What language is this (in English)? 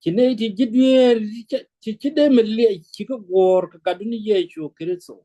Nuer